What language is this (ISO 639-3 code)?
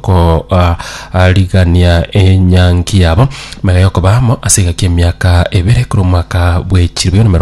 guz